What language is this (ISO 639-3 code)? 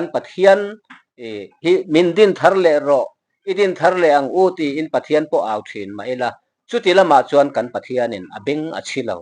lus